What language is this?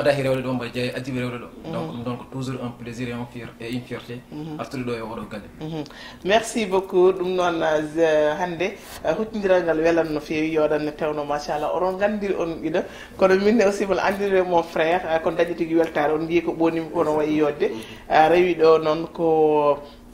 Fula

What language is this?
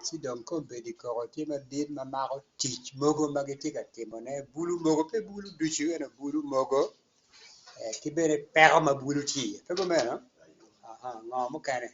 Acoli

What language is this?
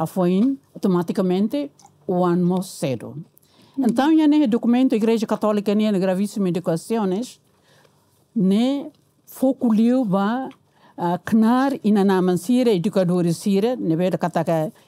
Tetum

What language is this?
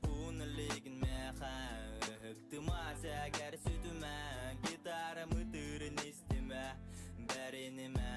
Yakut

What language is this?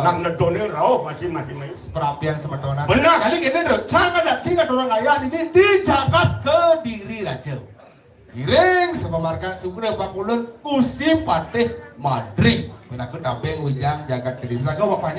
Balinese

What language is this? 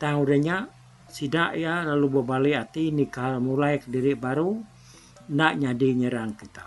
Iban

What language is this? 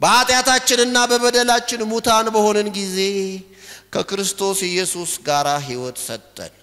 Amharic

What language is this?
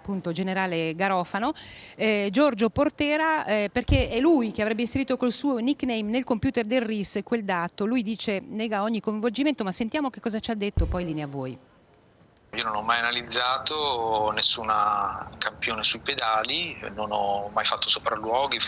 Italian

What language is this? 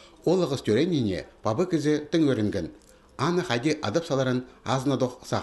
Khakas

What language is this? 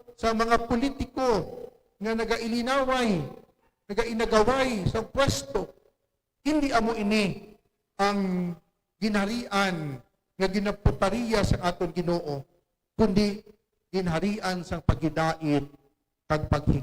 Hiligaynon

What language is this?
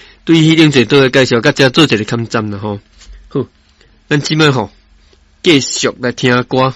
Min Nan Chinese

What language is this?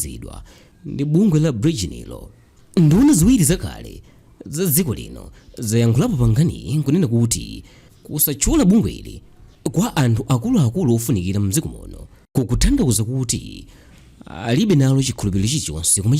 Nyanja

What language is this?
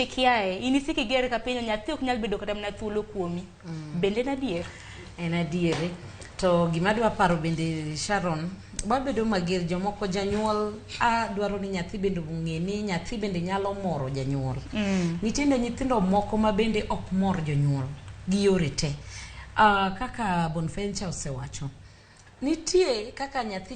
Luo (Kenya and Tanzania)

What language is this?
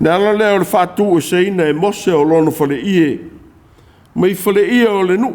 Samoan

